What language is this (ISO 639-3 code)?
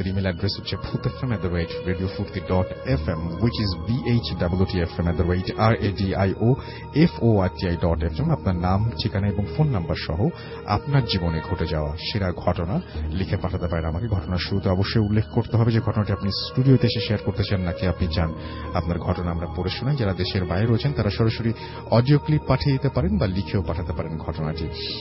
ben